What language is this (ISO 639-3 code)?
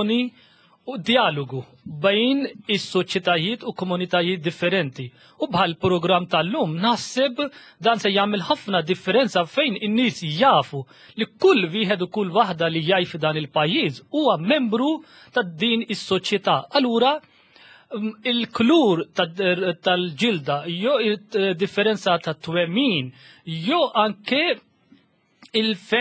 mlt